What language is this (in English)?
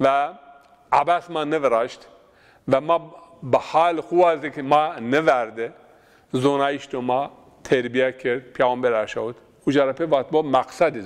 Zaza